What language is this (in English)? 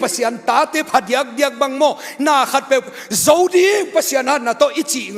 Tedim Chin